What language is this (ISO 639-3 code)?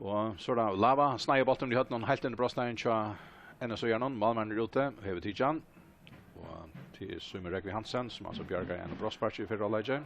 fao